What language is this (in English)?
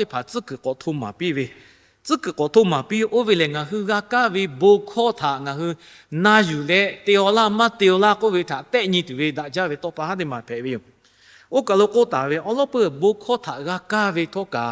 Lahu